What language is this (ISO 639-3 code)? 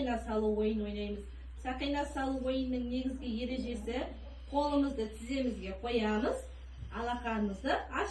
kaz